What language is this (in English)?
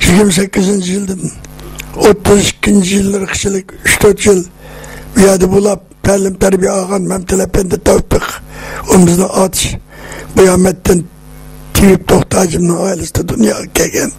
Uyghur